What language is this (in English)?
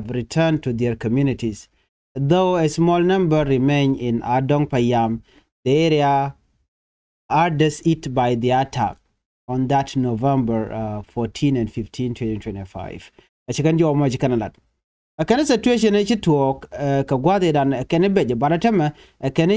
Nuer